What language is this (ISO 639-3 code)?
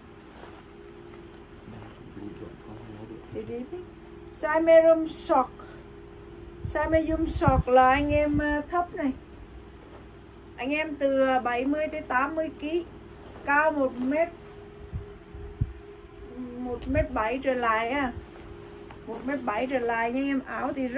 vie